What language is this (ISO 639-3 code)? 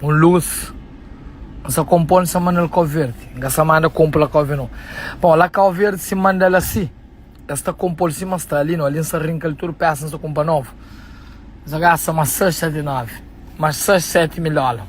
kea